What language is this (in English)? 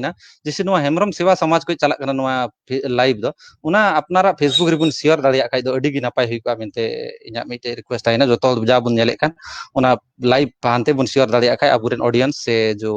Santali